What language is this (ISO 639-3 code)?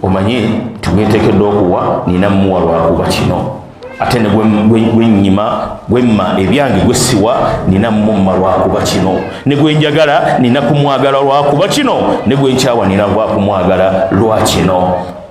lug